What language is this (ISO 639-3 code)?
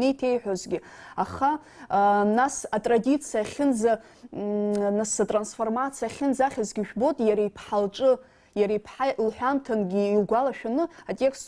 abk